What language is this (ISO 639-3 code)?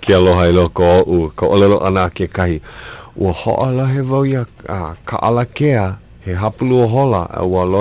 haw